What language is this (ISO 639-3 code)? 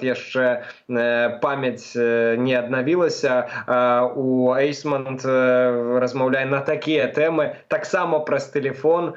bel